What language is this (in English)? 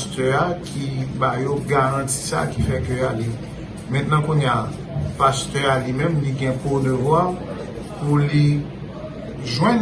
Haitian Creole